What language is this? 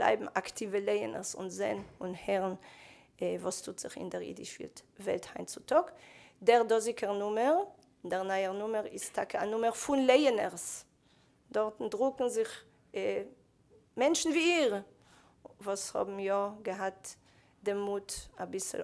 Yiddish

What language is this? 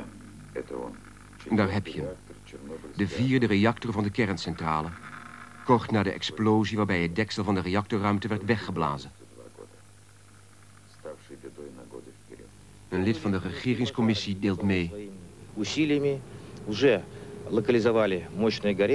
Dutch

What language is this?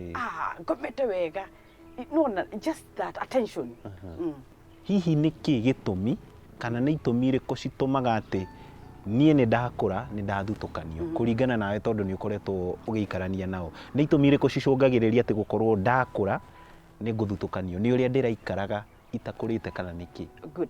Kikuyu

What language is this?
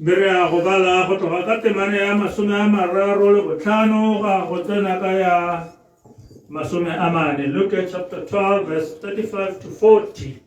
Tswana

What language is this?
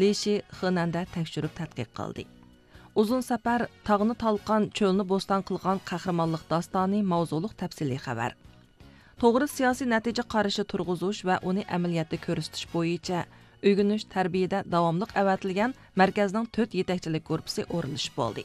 Uyghur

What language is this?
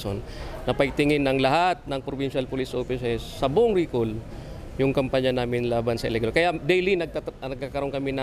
Bikol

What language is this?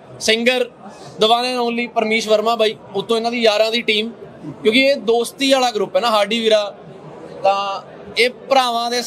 Punjabi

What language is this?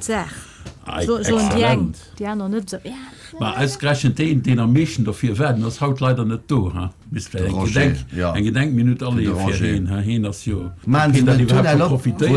Luxembourgish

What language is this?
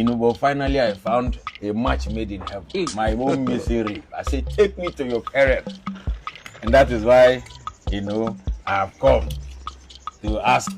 Nigerian Pidgin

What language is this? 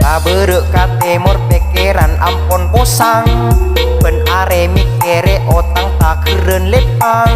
Madurese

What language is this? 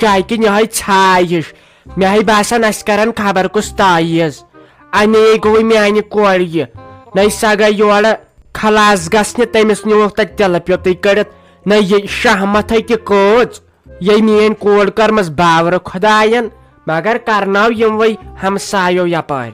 Kashmiri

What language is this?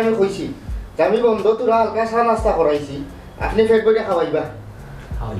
Sylheti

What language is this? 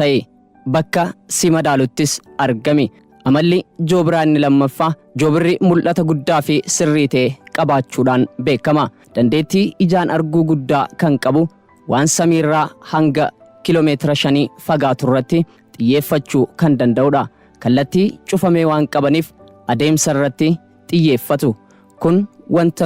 Oromo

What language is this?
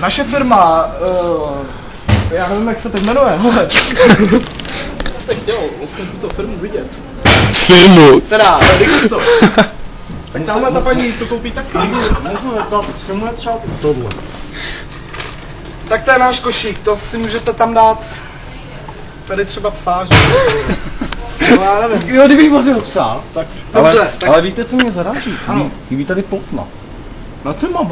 Czech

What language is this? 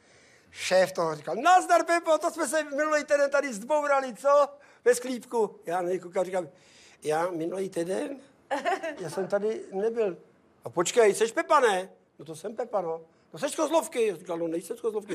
Czech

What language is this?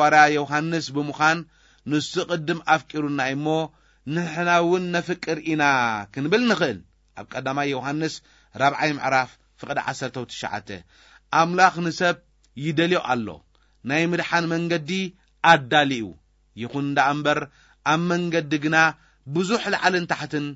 Tigrinya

